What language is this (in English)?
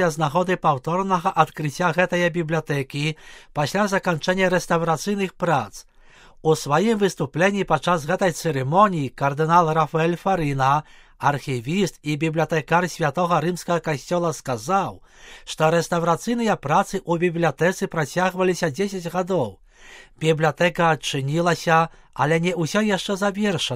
Belarusian